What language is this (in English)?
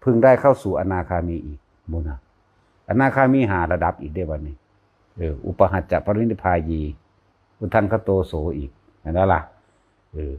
Northeastern Thai